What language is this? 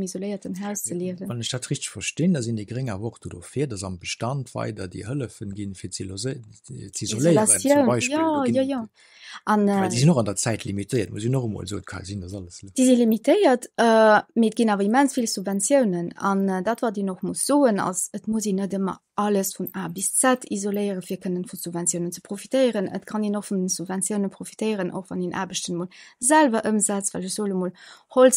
Luxembourgish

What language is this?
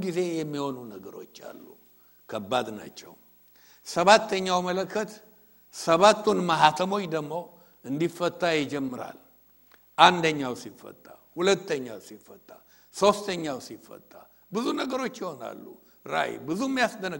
Amharic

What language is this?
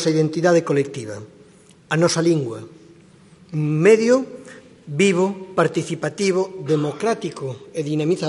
Galician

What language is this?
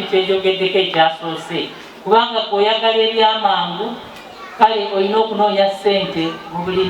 Ganda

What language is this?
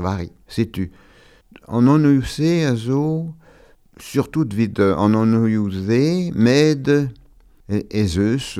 Breton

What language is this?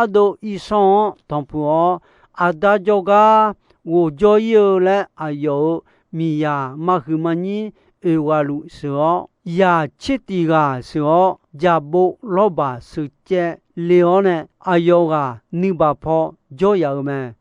Akha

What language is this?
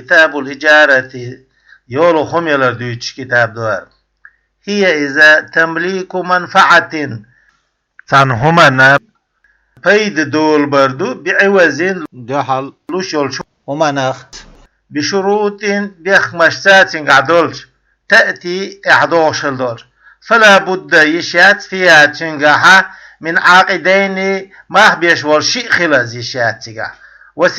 Chechen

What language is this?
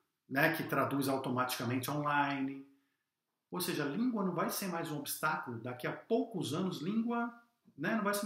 Portuguese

